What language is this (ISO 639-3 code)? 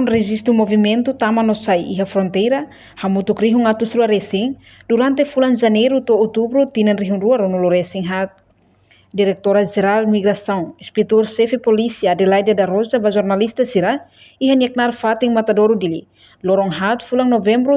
tet